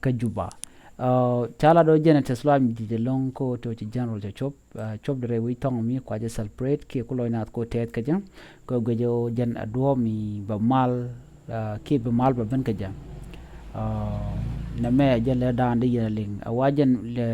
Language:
Nuer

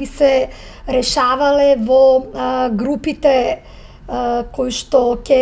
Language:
Macedonian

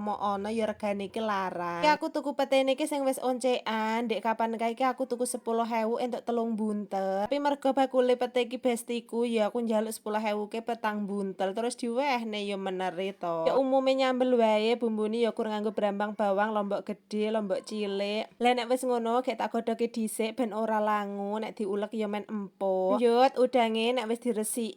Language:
Javanese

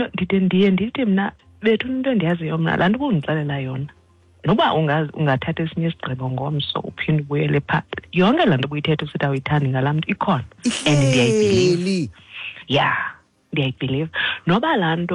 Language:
Xhosa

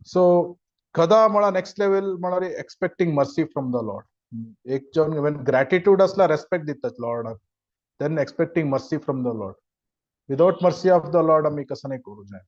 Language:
Konkani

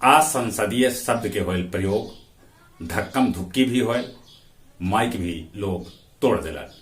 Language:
Magahi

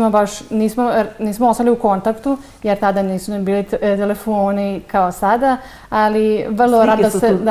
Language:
Serbian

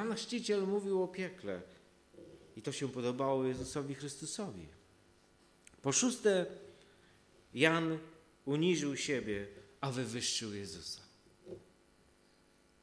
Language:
Polish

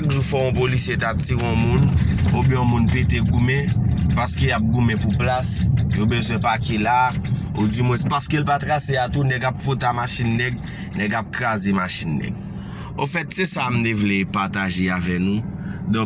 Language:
Haitian Creole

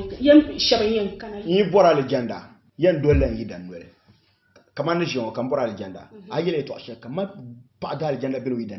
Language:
Dagbani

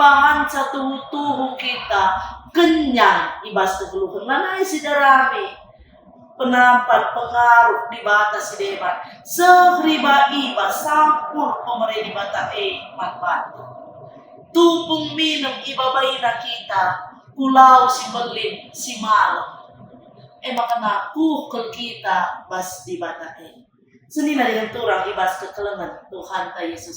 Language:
Batak Karo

